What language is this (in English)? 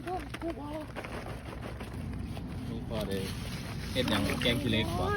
Lao